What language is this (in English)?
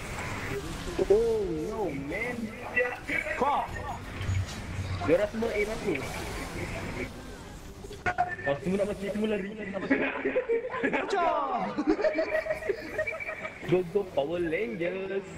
Malay